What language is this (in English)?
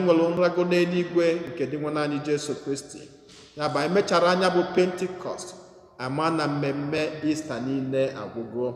Igbo